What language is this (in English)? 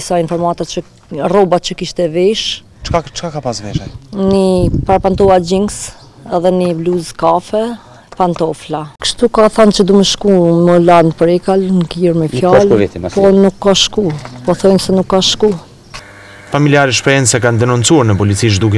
Albanian